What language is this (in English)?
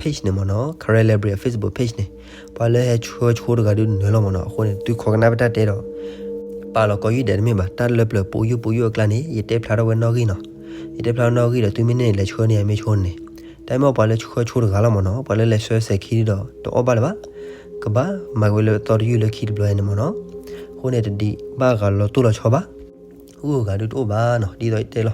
S'gaw Karen